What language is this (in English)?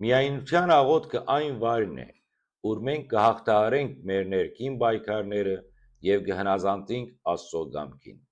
Western Armenian